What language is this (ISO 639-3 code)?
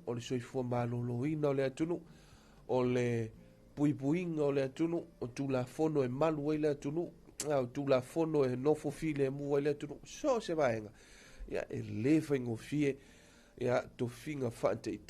smo